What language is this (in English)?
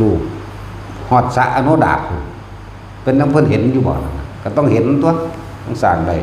Northeastern Thai